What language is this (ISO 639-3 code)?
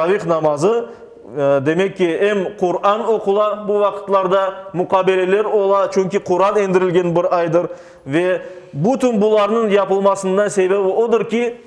crh